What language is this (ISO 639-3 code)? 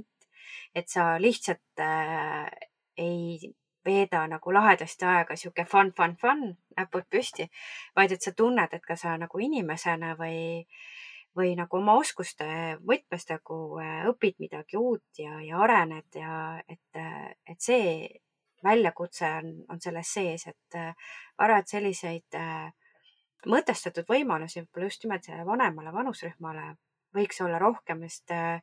est